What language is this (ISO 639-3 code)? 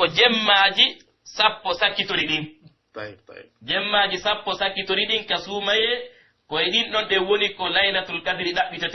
fuf